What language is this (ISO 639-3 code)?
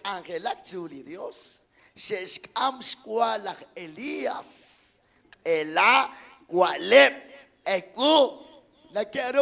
kek